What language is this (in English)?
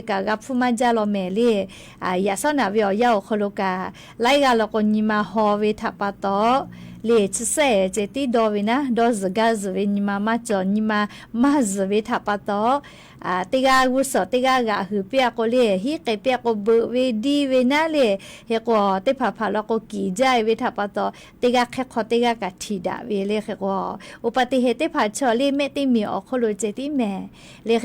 Lahu